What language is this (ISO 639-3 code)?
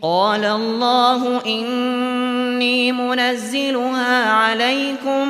uig